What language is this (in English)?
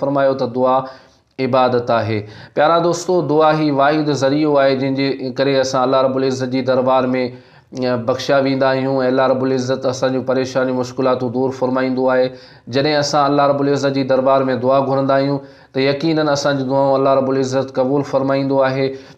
Sindhi